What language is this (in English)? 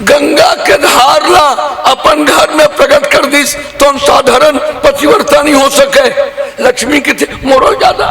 Chhattisgarhi